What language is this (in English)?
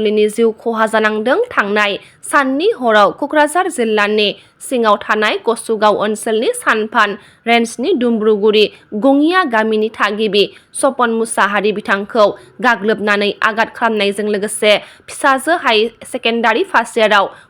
Bodo